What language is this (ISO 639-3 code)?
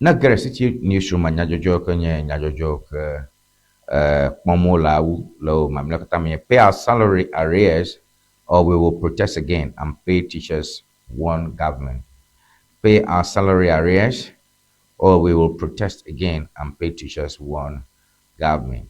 ewe